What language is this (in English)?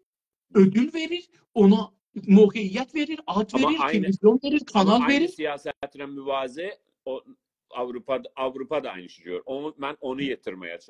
South Azerbaijani